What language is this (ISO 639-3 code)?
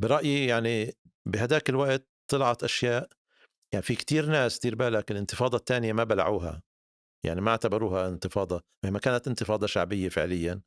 apc